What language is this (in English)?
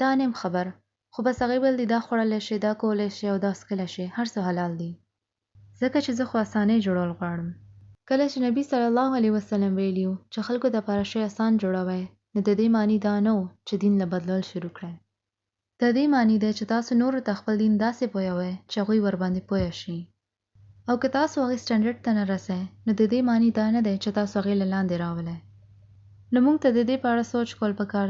Pashto